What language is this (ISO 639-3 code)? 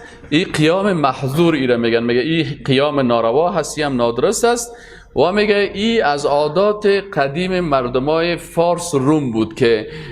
fas